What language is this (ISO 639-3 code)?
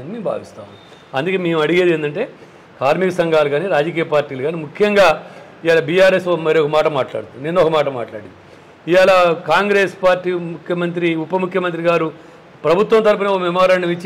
tel